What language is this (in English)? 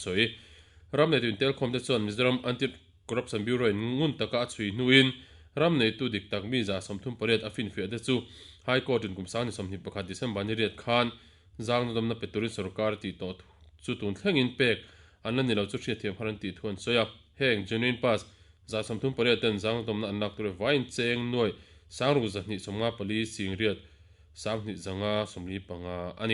Mizo